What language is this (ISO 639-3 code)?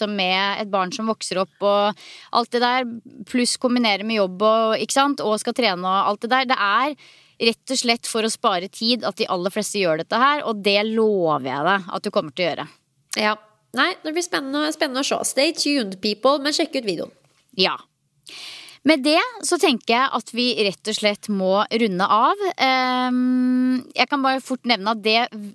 nor